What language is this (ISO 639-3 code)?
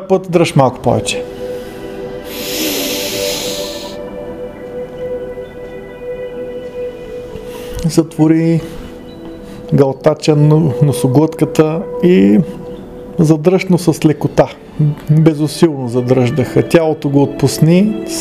bul